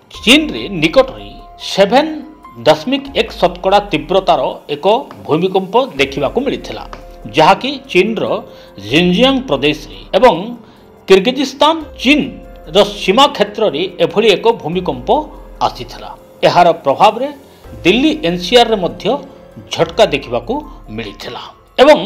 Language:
Odia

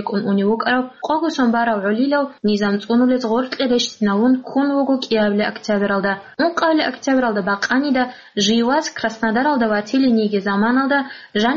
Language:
Avaric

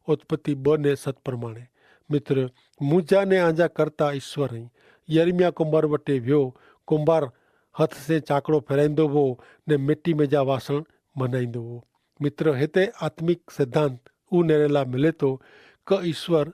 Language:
Kachhi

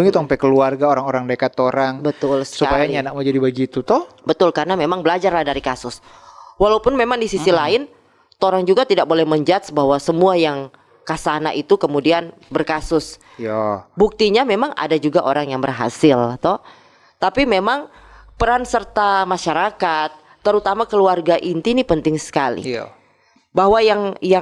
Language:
Manado Malay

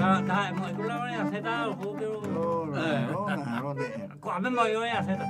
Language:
Guarani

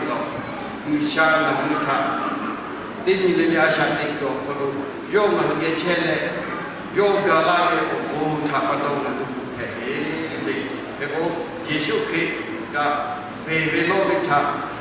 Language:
Lahu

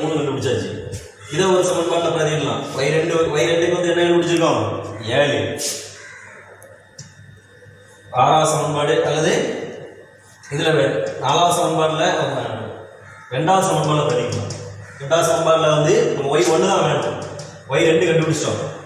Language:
Tamil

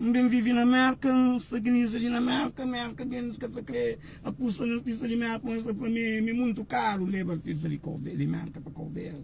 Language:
Kabuverdianu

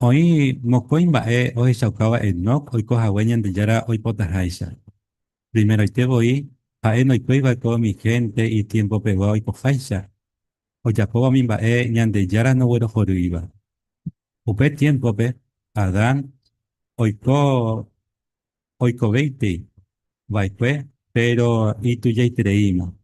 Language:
Guarani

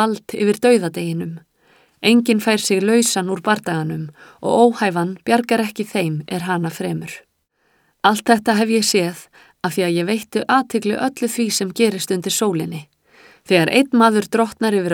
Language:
Icelandic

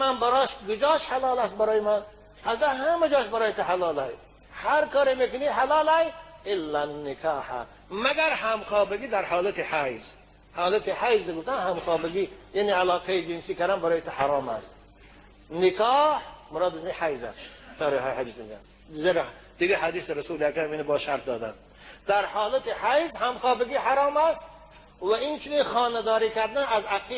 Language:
Persian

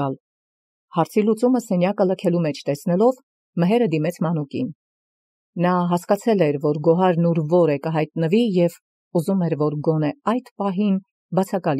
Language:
Armenian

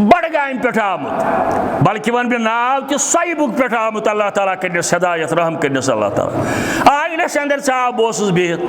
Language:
Kashmiri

